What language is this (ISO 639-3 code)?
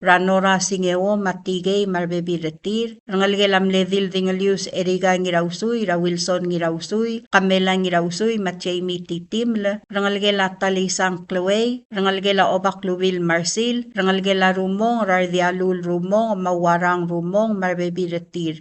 pau